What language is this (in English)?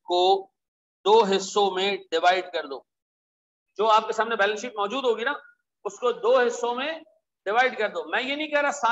Hindi